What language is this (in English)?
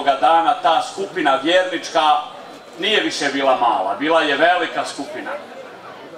Bosnian